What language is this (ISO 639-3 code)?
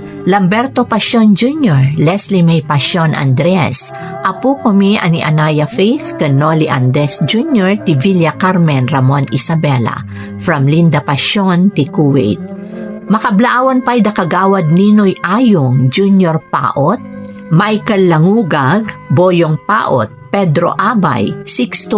ilo